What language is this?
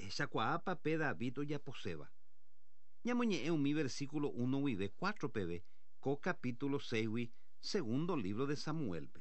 Guarani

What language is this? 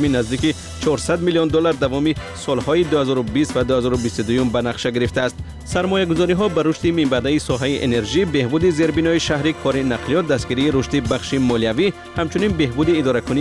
Persian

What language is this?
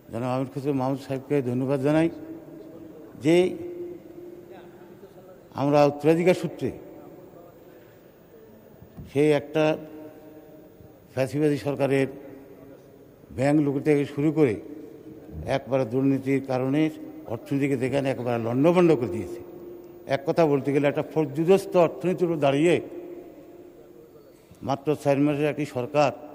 Bangla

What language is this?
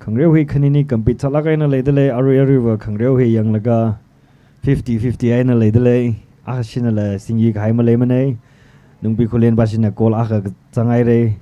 Tangkhul Naga (India)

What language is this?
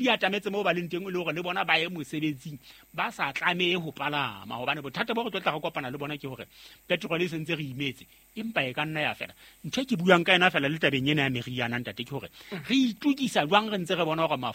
Southern Sotho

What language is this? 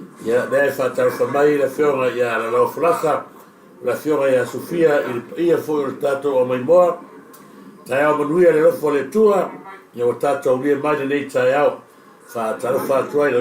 Samoan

